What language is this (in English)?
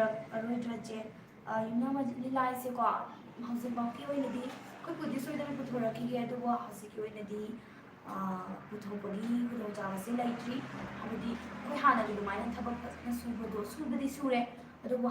Manipuri